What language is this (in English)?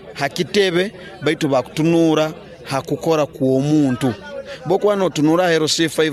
Nyoro